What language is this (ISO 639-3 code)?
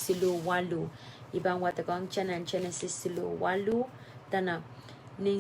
pon